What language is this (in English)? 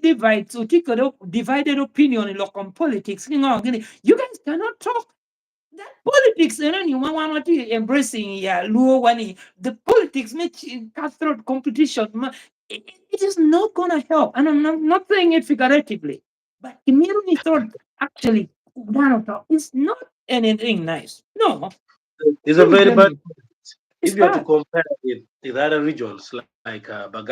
Acoli